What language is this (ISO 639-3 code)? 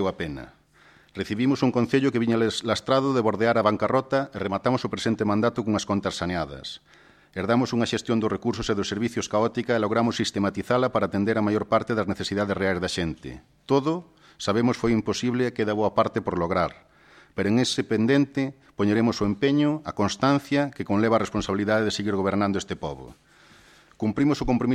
glg